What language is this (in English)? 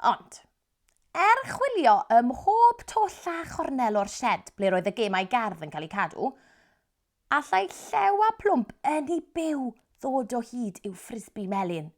Welsh